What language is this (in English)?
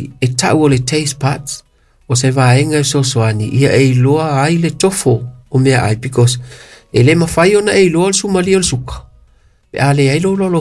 Samoan